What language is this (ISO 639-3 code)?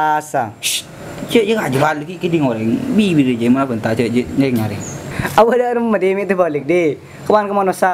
mad